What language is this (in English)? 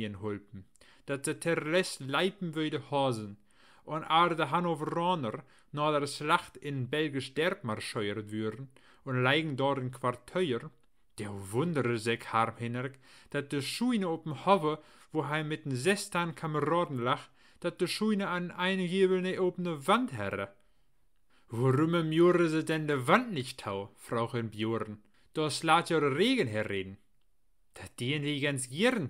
Low German